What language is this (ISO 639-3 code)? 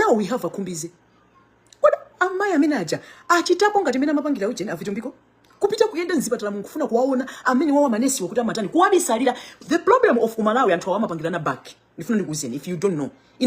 nya